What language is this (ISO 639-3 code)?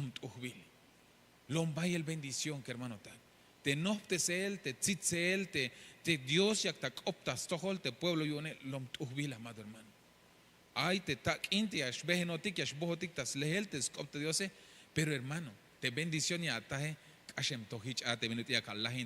tzh